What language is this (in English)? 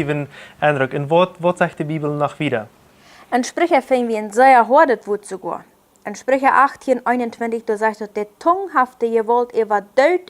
Plautdietsch